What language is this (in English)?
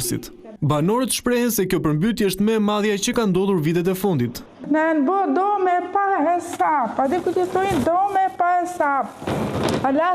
Albanian